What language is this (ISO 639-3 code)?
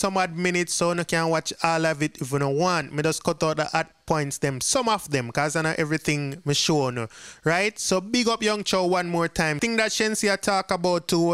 jam